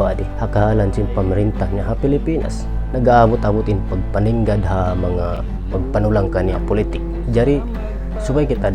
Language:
Tausug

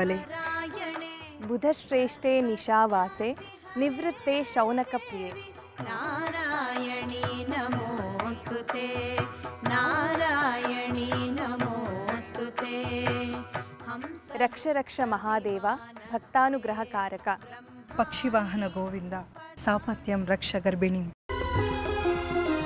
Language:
Kannada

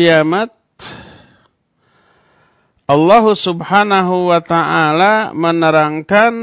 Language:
Indonesian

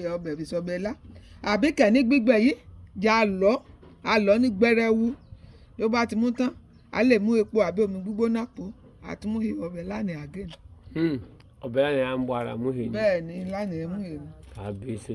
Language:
Yoruba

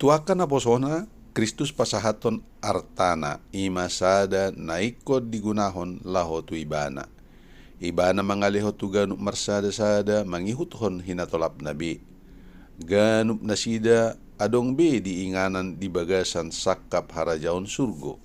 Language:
Batak Toba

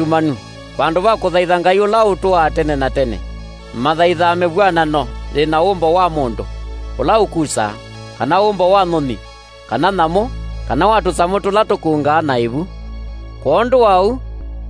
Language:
Kamba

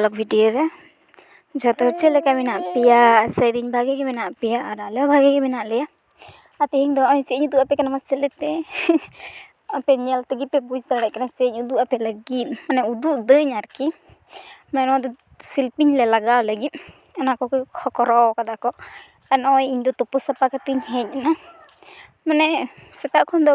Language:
Santali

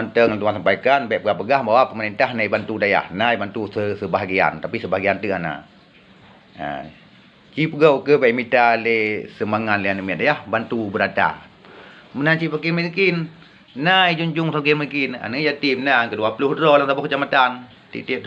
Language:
Achinese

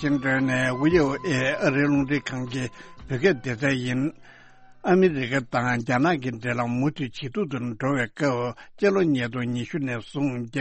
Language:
Tibetan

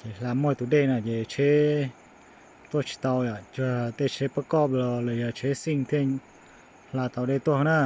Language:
Hmong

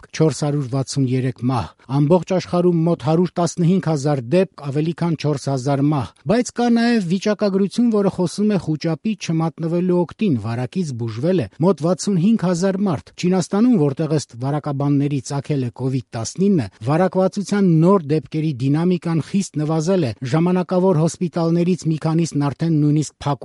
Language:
Armenian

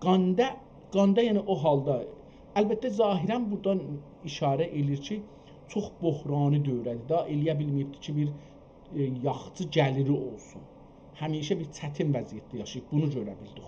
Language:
South Azerbaijani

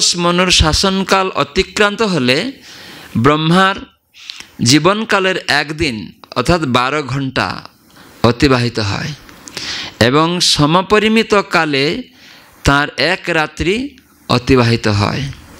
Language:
Bangla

